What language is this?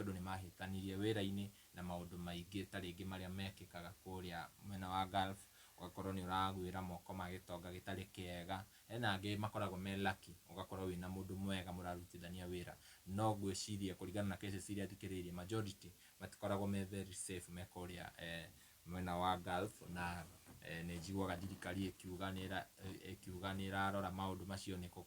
Kikuyu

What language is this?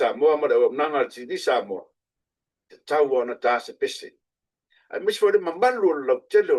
Samoan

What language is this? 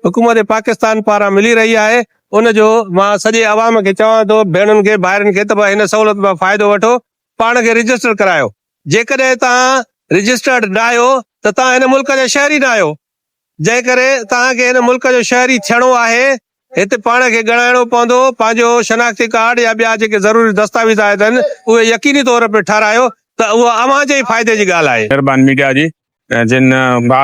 Sindhi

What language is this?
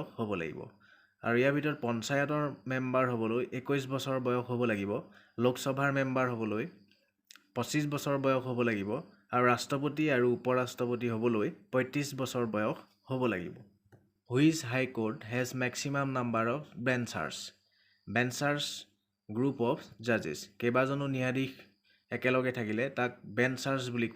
Assamese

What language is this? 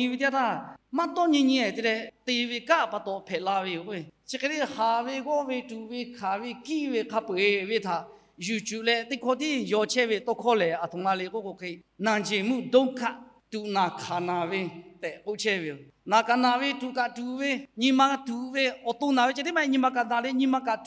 Lahu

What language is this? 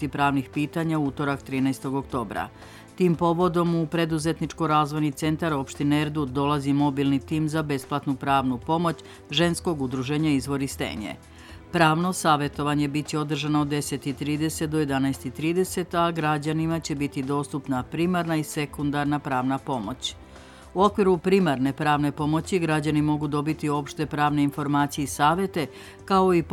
Serbian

